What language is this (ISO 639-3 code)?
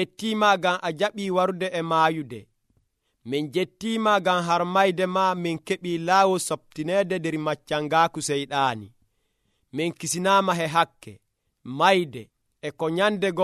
fuv